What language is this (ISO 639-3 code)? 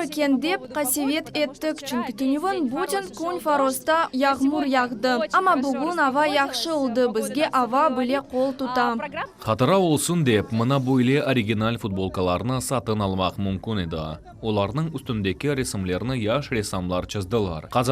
crh